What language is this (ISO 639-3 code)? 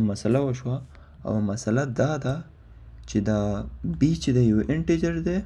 pus